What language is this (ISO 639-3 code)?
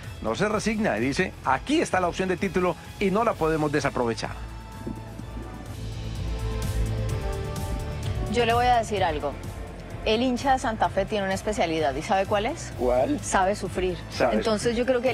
spa